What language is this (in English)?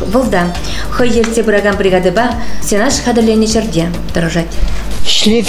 Chuvash